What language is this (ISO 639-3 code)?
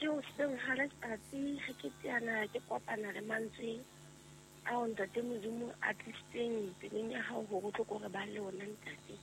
sot